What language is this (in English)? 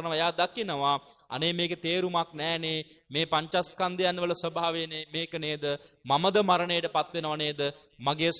Sinhala